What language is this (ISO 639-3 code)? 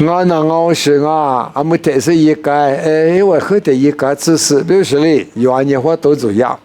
lis